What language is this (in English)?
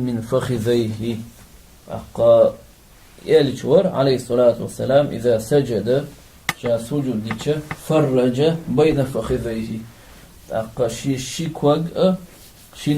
Chechen